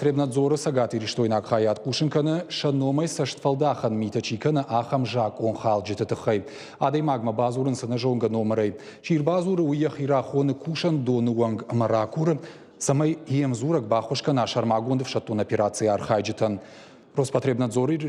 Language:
Ossetic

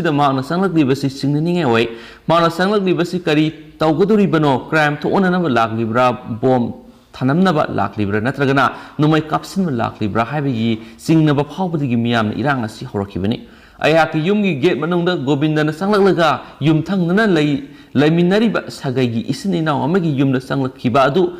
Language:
Manipuri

